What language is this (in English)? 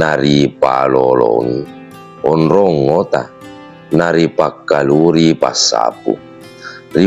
Buginese